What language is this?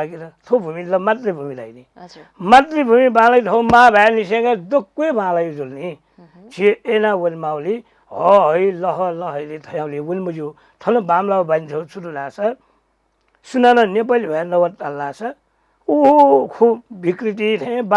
Newari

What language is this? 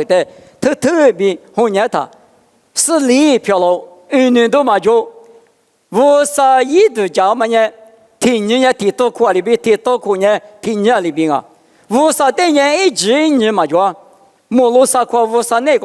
Lisu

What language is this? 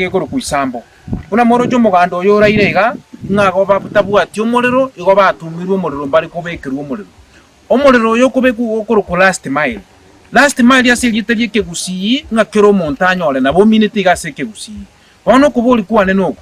Gusii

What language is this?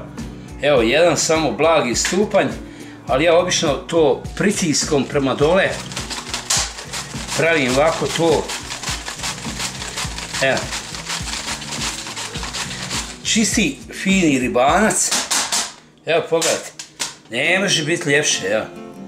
Croatian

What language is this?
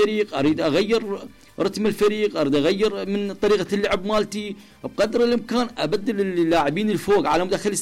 Mesopotamian Arabic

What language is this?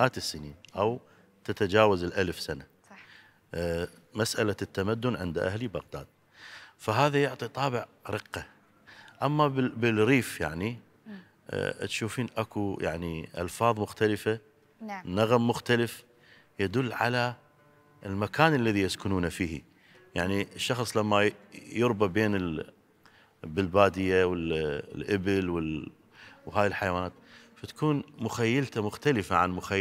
Mesopotamian Arabic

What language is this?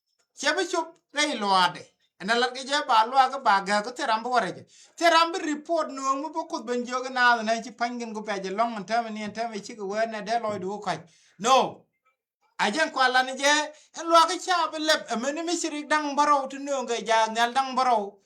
Nuer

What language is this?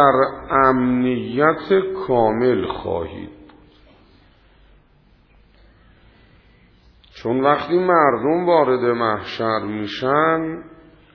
Persian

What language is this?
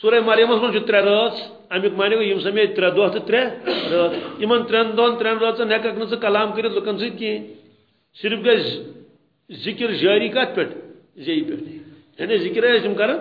Kashmiri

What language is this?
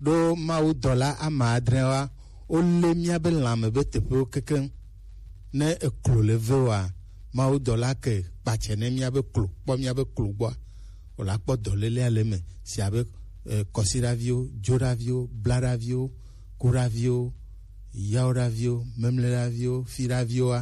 Gen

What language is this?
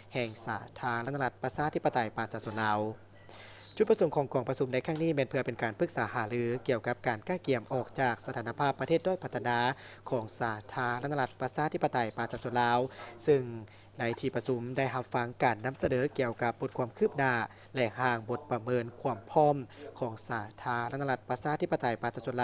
Lao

